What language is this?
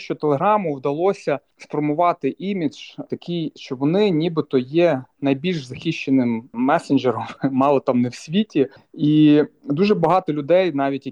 Ukrainian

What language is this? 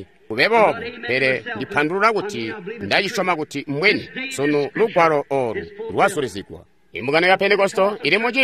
Tonga (Zambia)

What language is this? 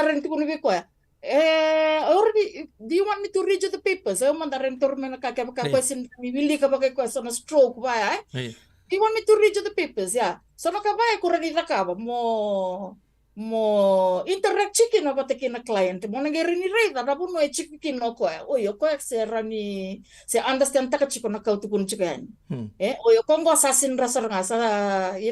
Fijian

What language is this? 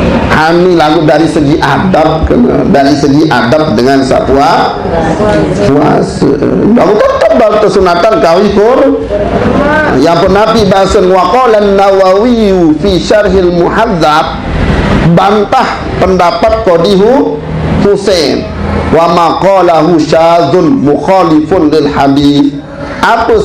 Sasak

